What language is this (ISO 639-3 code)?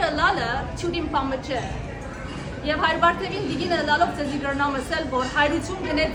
hyw